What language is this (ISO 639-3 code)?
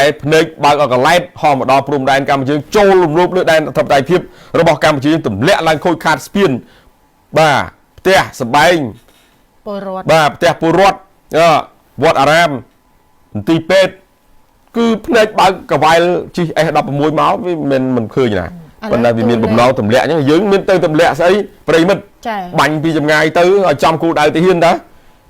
khm